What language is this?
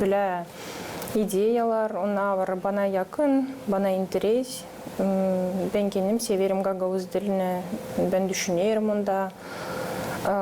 Gagauz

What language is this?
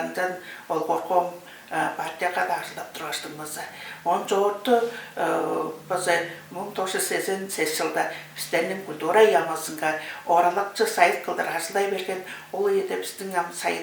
Tuvinian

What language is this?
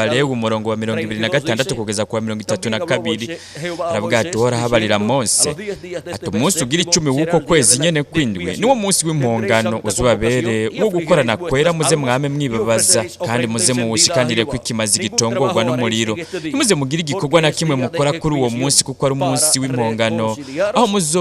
Rundi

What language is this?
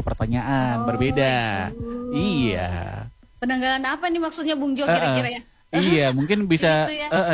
Indonesian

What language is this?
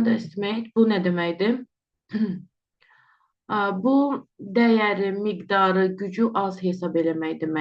Azerbaijani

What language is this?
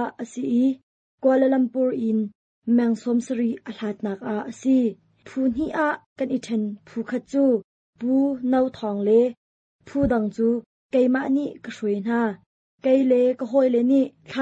Hakha Chin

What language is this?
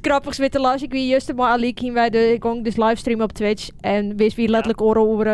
Western Frisian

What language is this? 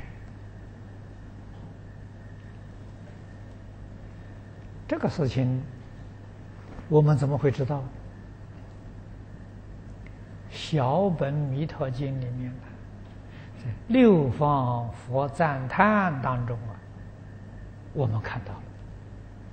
Chinese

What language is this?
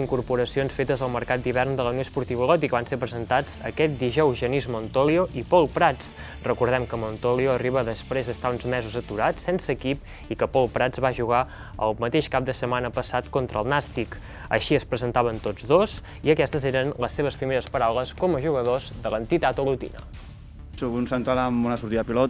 Catalan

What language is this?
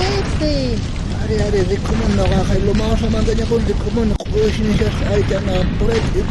South Bolivian Quechua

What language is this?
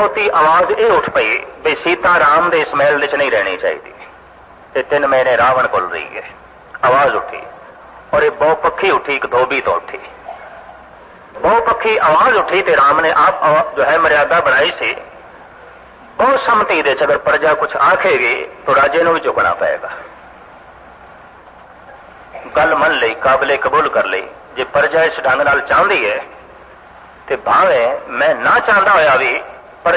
Punjabi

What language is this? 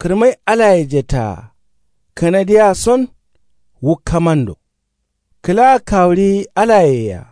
Kanuri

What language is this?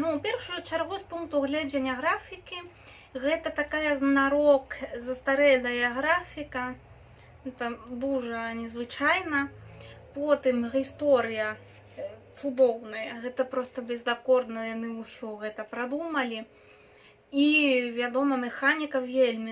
Belarusian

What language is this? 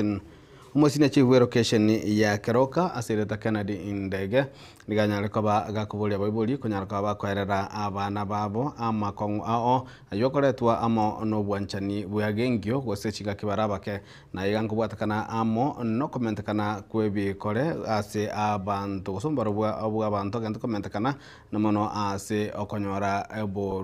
Gusii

